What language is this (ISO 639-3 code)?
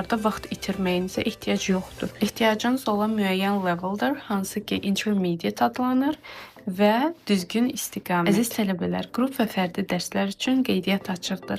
aze